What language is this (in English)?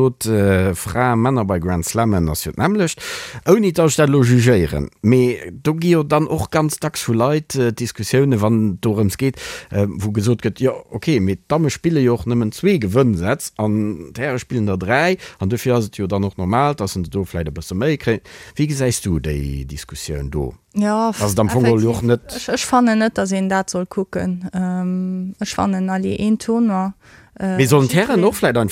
Luxembourgish